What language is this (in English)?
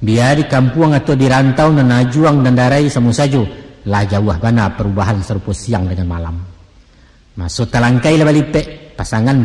Minangkabau